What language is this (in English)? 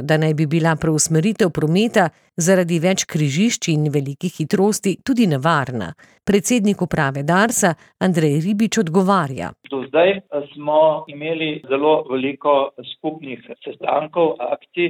Slovenian